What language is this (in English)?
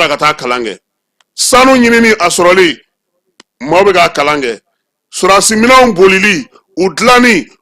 Bambara